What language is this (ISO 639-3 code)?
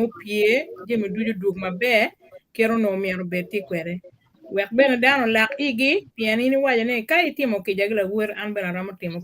ach